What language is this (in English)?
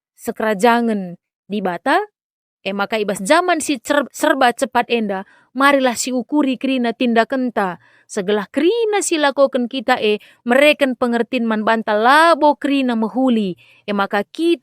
Batak Karo